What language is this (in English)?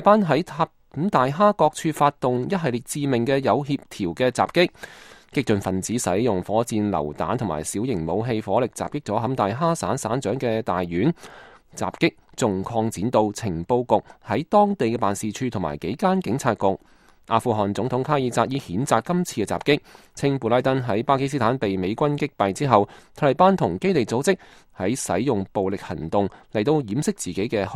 Cantonese